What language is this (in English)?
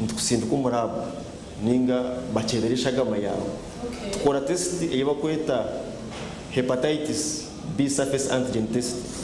Nyankole